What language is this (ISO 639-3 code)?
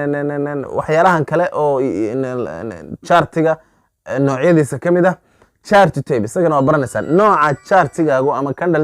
som